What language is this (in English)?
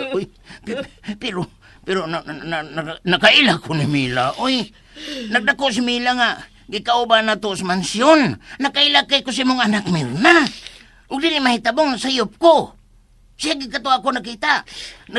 Cebuano